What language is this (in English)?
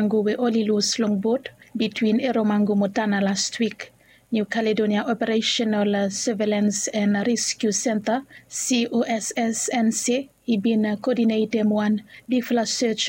Bislama